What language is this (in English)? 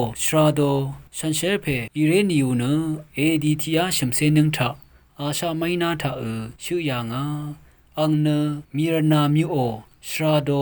Rawang